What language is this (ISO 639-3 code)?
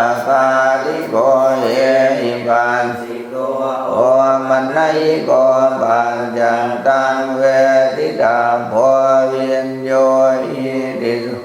pli